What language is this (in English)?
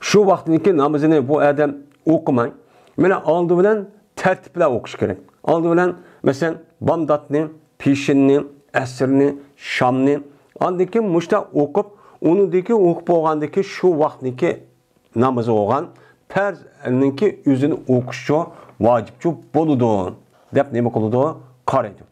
Uyghur